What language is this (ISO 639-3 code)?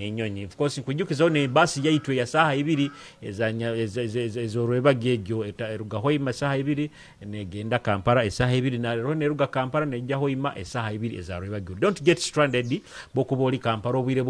nyo